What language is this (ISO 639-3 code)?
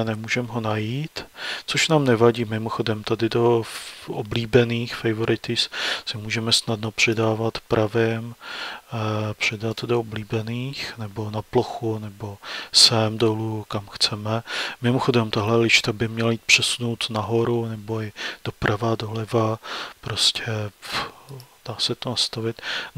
ces